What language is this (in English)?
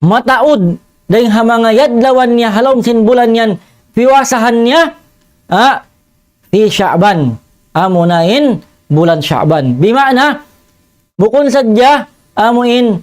Tausug